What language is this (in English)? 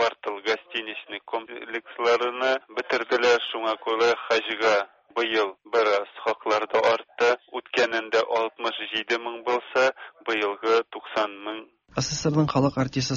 Tatar